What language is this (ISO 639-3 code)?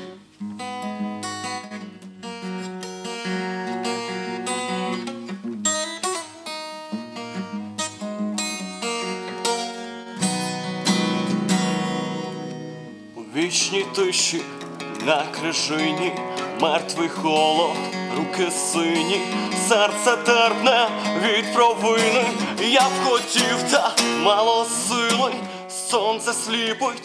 ukr